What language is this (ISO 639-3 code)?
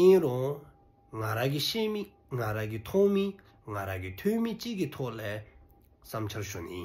dzo